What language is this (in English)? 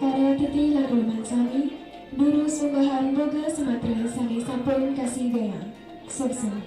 Balinese